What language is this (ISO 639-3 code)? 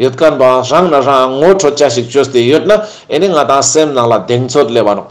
lbj